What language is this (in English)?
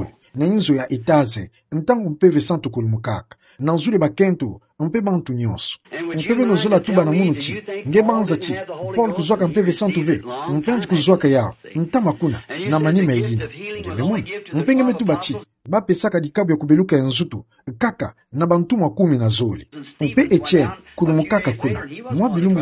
Kituba (Democratic Republic of Congo)